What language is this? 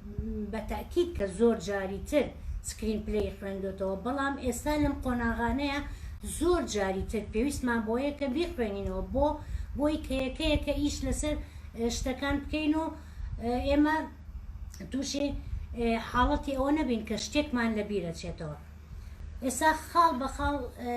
Central Kurdish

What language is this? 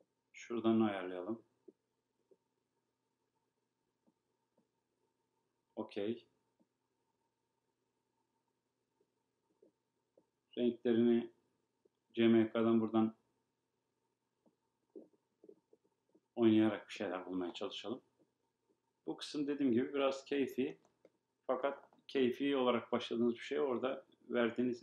Turkish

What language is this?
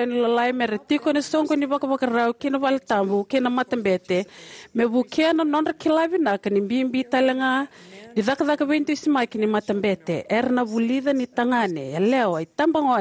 Fijian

